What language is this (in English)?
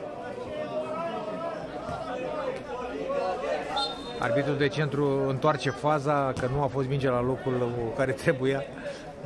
Romanian